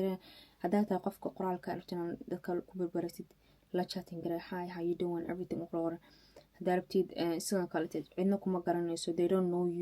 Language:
Somali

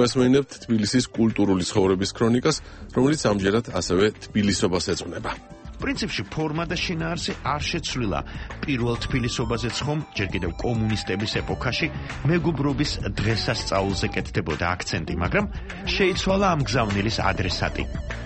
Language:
Georgian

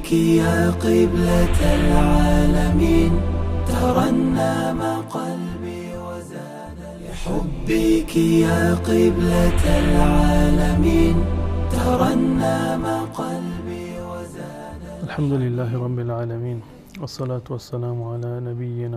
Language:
Persian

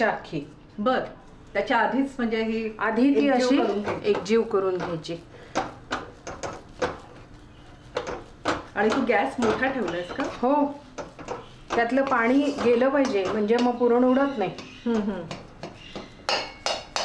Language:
Marathi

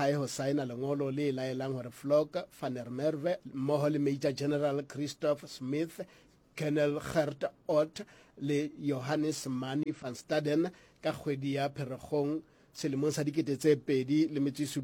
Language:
Southern Sotho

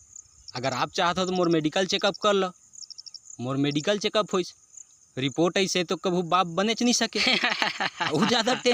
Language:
Chhattisgarhi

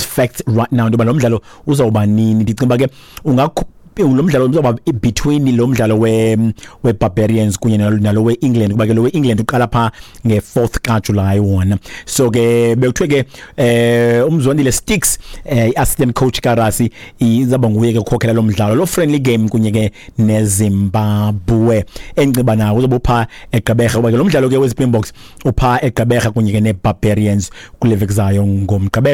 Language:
Xhosa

